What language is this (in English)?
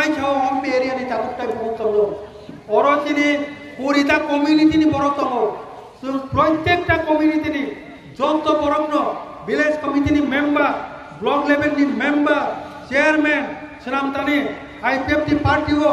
Kok Borok